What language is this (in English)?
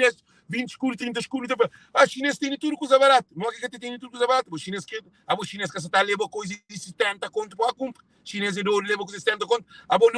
Kabuverdianu